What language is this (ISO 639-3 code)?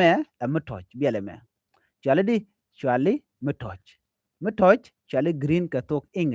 nus